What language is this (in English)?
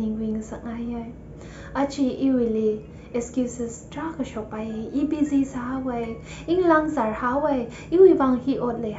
Tangkhul Naga (India)